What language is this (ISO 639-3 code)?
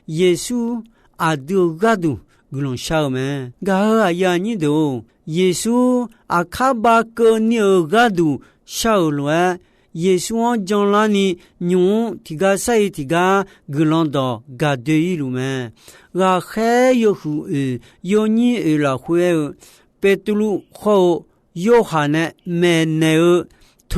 ahk